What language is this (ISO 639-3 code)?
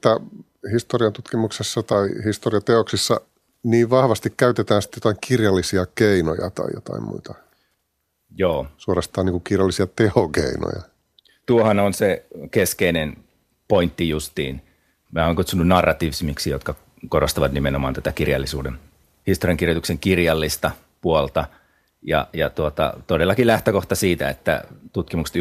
fin